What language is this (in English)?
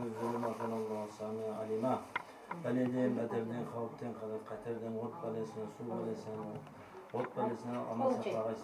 Kara-Kalpak